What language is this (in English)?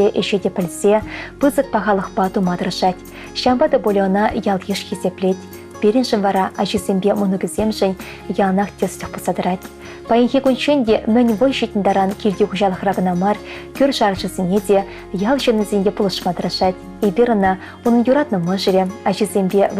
Chuvash